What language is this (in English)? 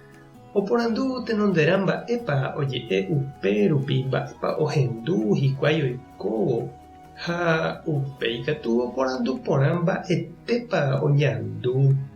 Guarani